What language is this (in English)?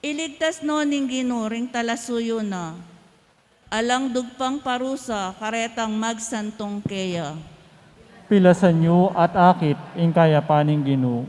Pampanga